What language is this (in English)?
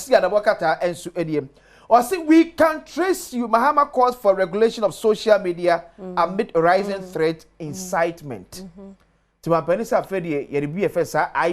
Akan